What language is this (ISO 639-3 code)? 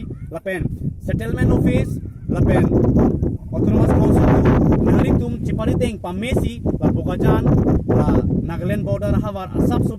mjw